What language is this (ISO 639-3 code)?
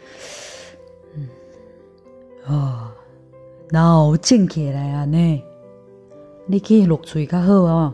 nan